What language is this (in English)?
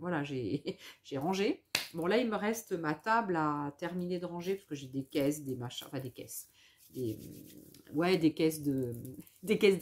French